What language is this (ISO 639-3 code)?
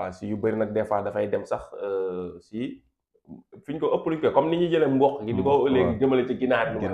wol